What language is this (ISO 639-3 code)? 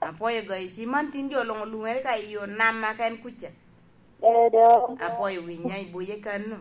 laj